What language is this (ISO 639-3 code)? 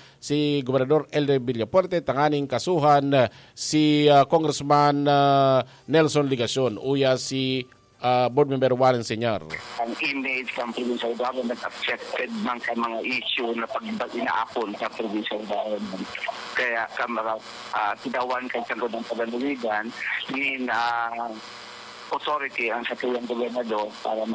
bik